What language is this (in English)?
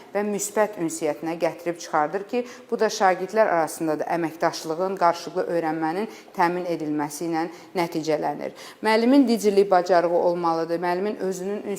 Azerbaijani